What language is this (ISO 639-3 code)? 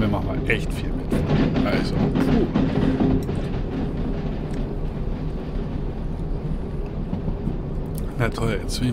deu